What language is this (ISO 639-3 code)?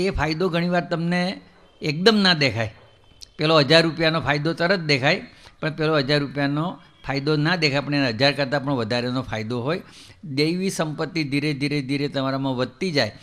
guj